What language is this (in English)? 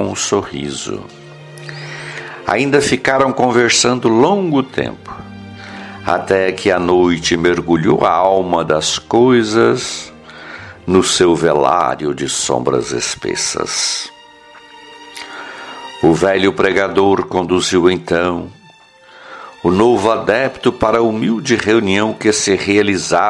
Portuguese